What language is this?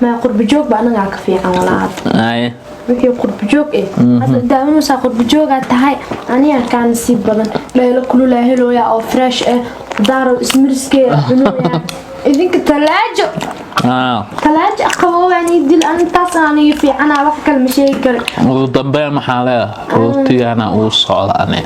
Somali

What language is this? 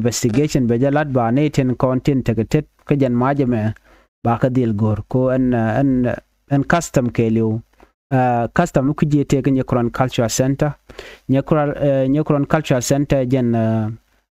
Nuer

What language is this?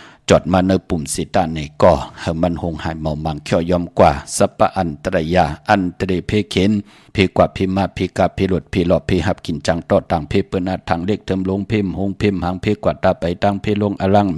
Shan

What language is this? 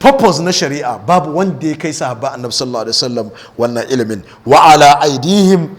Hausa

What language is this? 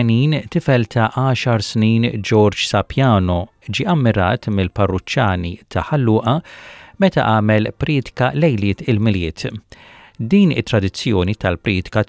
Maltese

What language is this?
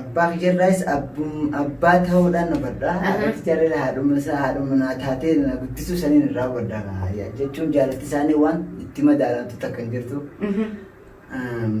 Oromo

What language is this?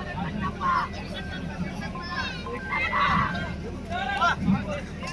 Kannada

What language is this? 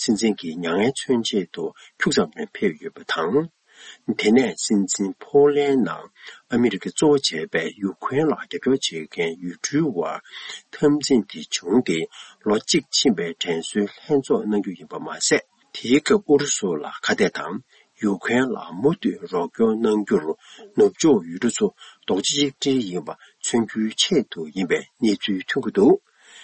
Tibetan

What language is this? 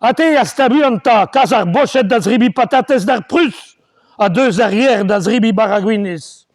Breton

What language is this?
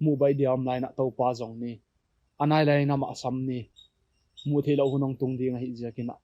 Paite Chin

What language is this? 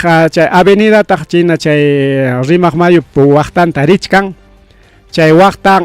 Ayacucho Quechua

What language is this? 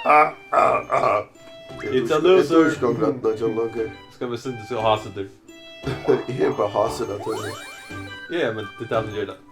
Faroese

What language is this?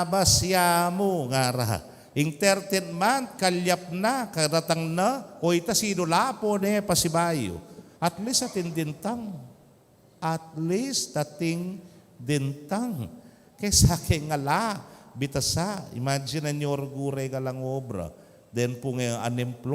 Pampanga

